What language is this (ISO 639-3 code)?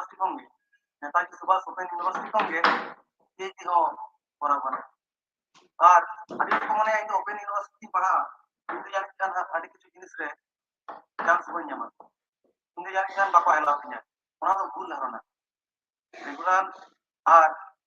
sat